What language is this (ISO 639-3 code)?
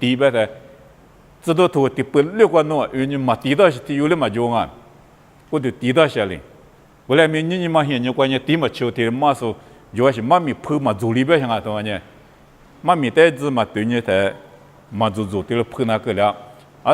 lis